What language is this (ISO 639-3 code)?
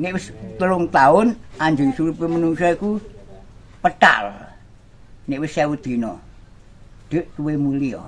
jav